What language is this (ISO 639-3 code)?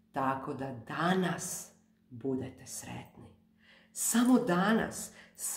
hrv